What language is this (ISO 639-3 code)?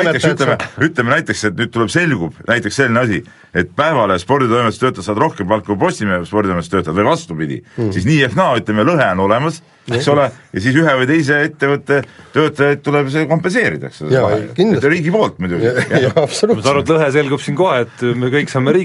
est